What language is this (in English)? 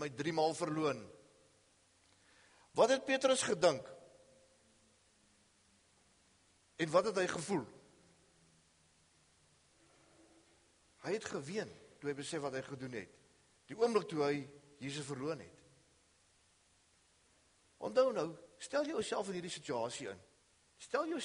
Afrikaans